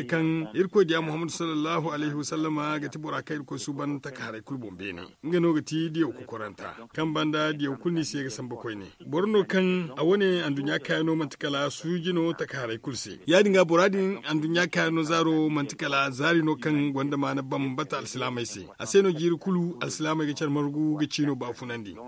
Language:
Zarma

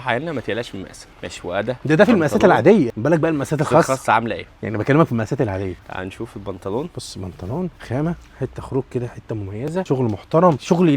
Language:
Egyptian Arabic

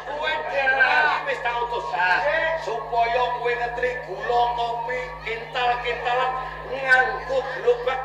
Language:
Javanese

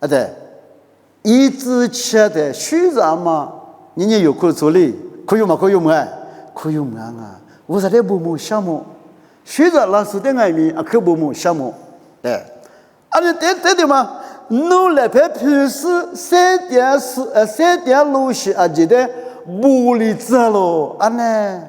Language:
Lisu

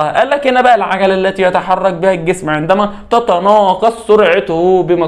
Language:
Egyptian Arabic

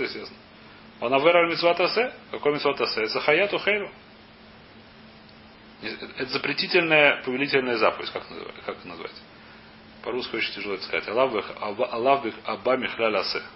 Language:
Russian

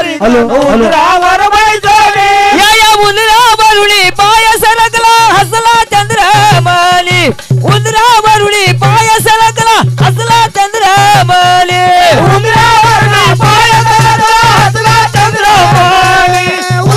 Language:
Marathi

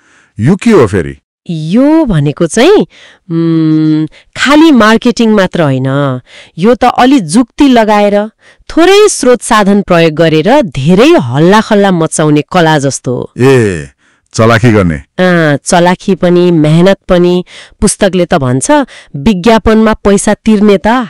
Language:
Nepali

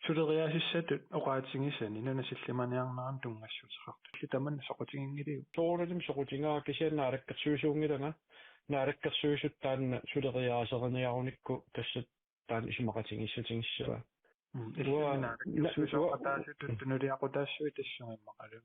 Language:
Kalaallisut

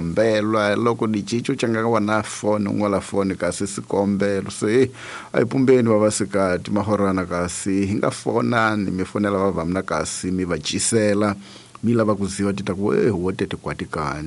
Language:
Tsonga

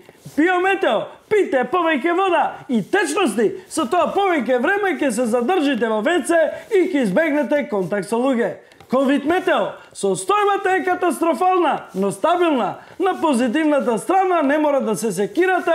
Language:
Macedonian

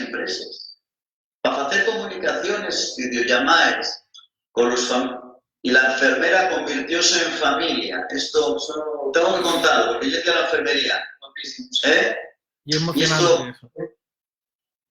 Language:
Asturian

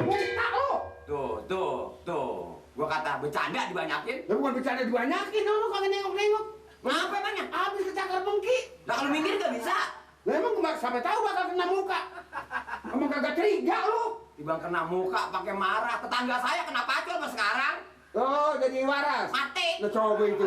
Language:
Betawi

